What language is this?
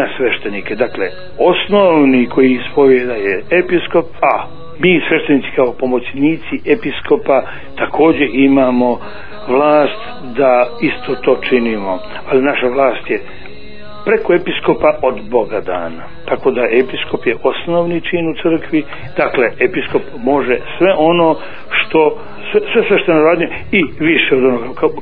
Bosnian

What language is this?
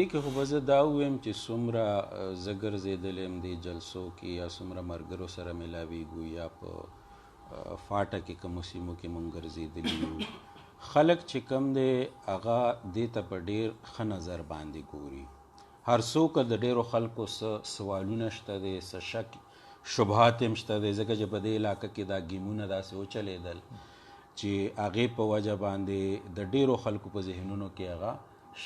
Pashto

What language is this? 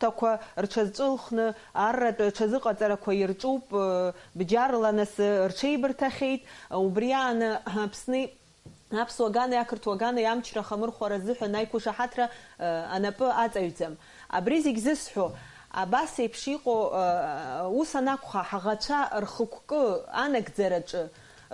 Abkhazian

